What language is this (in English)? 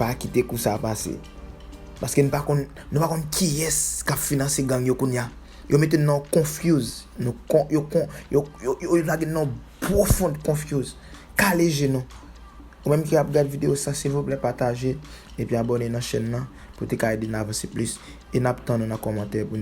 Haitian Creole